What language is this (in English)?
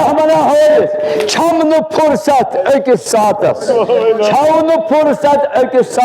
Kashmiri